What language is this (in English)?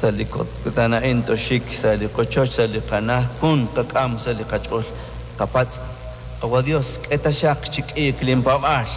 Kekchí